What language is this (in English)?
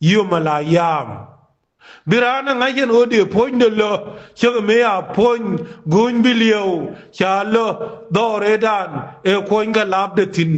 Nuer